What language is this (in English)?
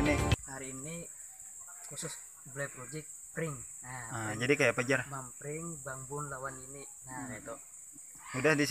Banjar